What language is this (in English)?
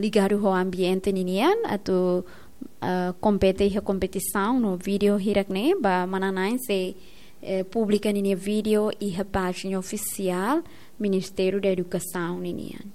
Tetum